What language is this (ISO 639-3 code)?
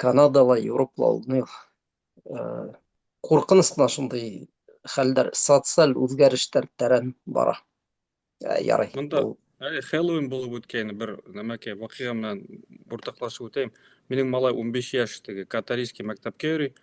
bak